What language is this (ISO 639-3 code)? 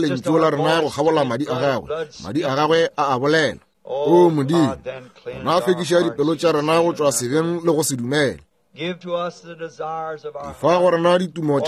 nso